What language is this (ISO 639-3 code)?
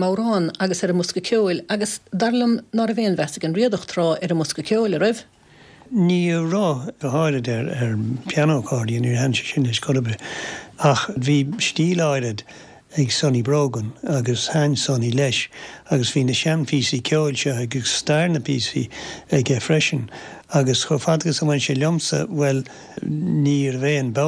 gle